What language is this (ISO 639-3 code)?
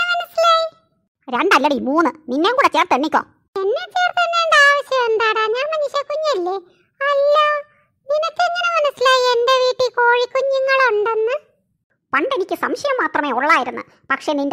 mal